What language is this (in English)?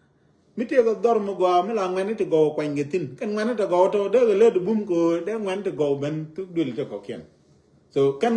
Nuer